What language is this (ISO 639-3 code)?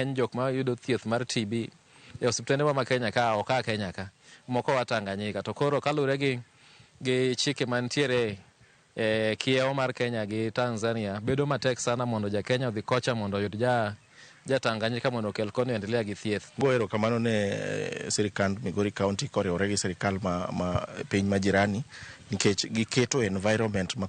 luo